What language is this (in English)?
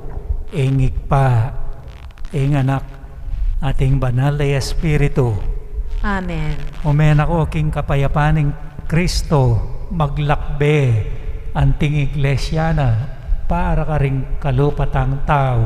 Pampanga